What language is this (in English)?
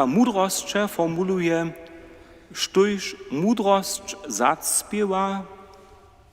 Upper Sorbian